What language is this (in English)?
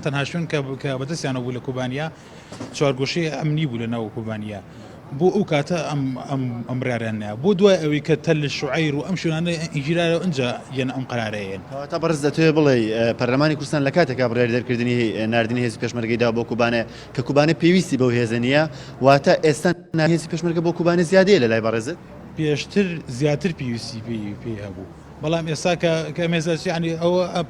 Central Kurdish